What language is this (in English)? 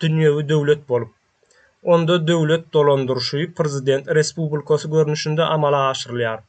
Turkmen